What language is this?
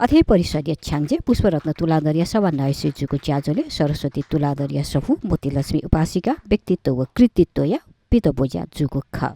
Newari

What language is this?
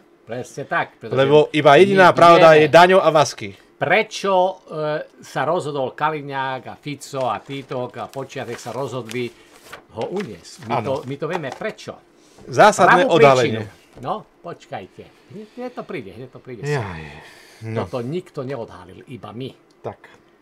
Slovak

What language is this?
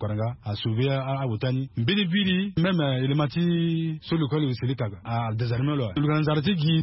Sango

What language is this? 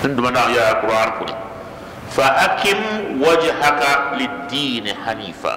Dagbani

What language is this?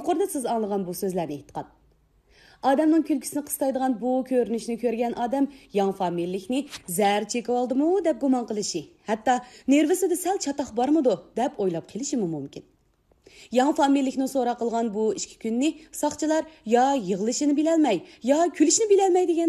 Uyghur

